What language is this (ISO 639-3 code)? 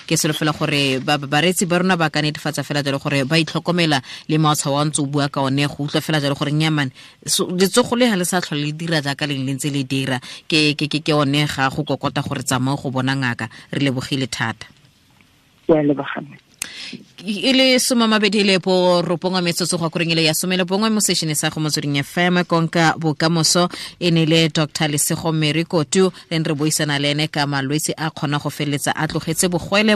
tsn